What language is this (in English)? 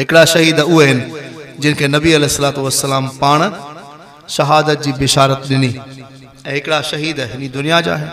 Sindhi